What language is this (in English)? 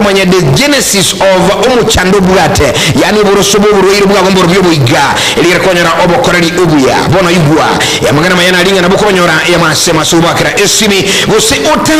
Gusii